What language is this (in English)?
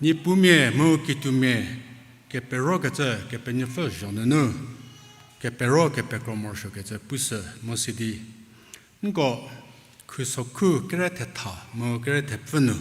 Angami Naga